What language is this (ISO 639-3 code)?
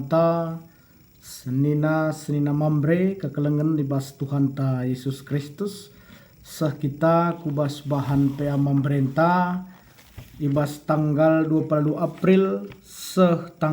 btx